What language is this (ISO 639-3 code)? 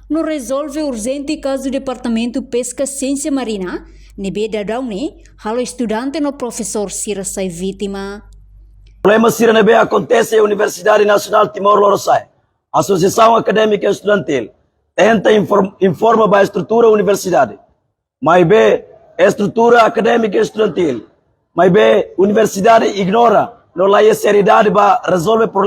tet